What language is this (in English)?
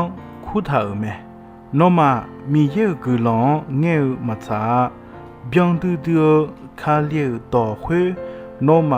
Akha